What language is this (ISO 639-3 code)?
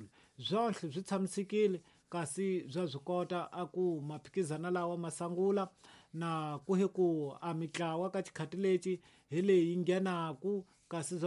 tso